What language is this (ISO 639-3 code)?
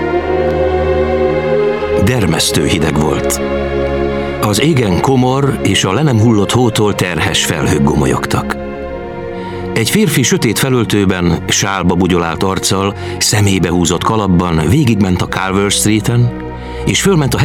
hun